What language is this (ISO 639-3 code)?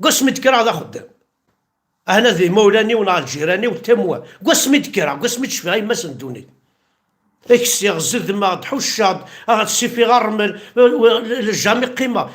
kab